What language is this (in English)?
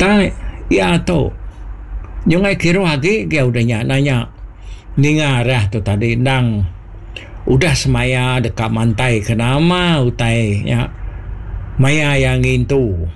Iban